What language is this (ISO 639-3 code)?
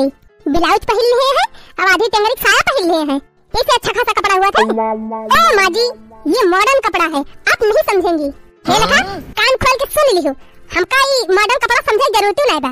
awa